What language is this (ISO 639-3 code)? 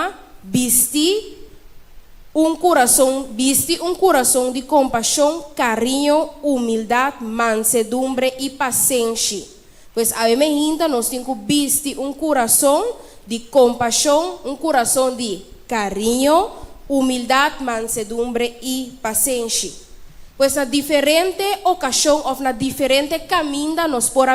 pap